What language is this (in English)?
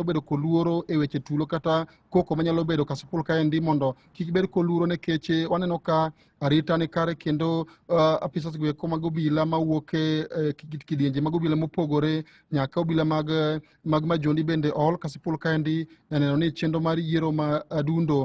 Luo (Kenya and Tanzania)